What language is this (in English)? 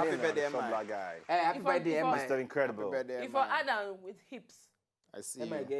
Nigerian Pidgin